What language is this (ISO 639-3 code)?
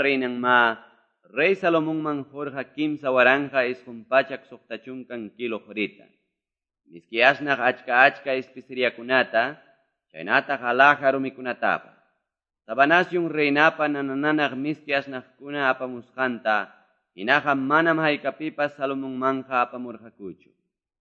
que